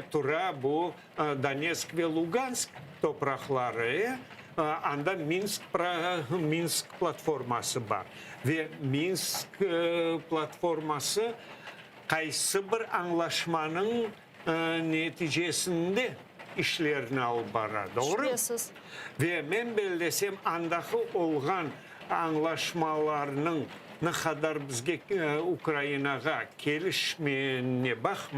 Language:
Crimean Tatar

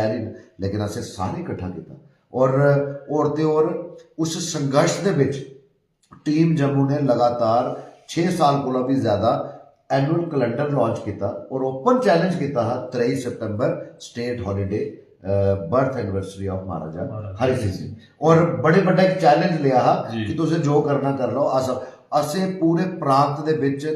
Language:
Dogri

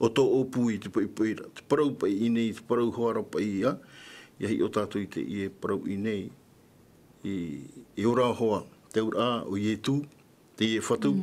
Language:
Tahitian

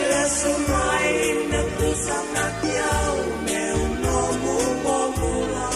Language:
Fijian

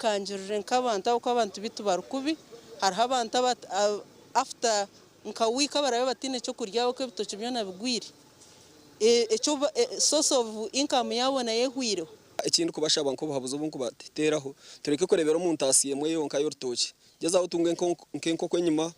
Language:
Nyankole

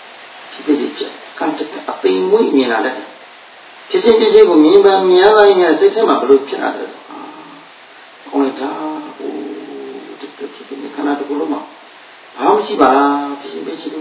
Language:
Burmese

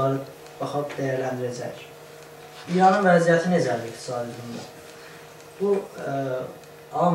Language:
South Azerbaijani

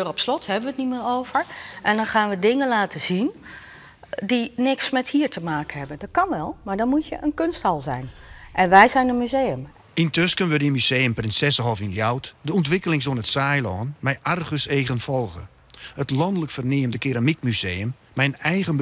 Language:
Western Frisian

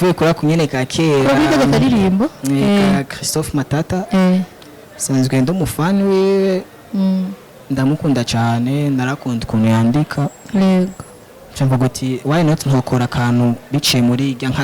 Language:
Rundi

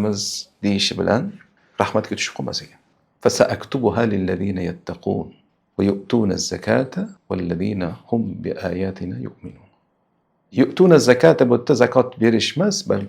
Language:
Uzbek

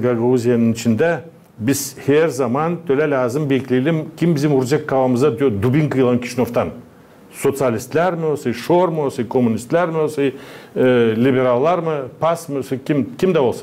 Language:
Gagauz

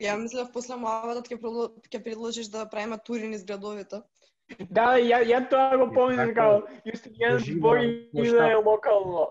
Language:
Macedonian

